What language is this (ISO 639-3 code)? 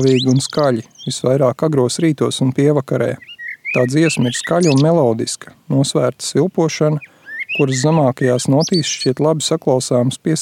lav